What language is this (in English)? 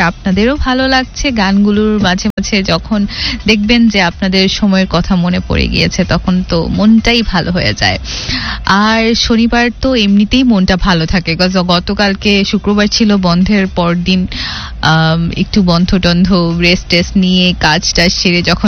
Bangla